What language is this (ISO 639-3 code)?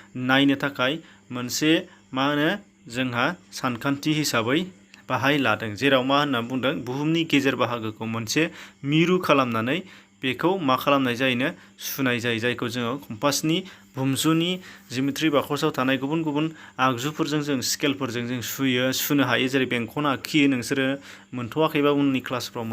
brx